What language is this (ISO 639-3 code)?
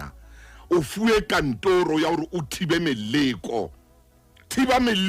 sot